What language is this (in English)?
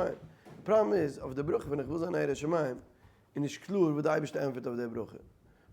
Yiddish